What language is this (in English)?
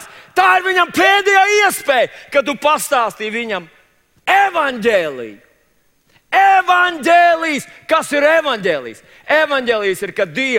Latvian